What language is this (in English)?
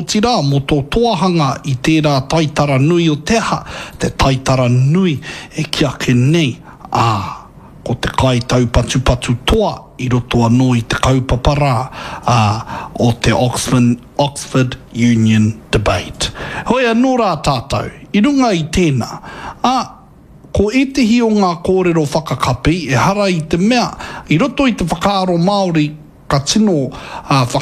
Māori